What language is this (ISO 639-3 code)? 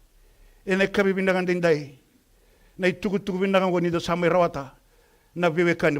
fij